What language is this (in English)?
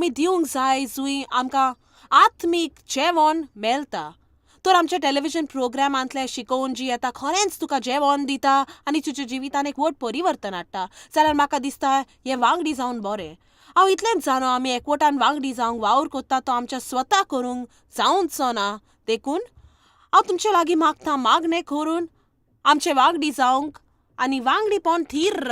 Konkani